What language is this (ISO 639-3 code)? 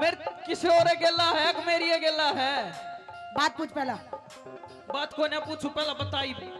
bgc